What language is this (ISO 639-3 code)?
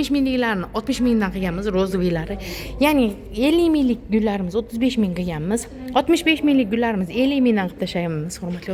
uzb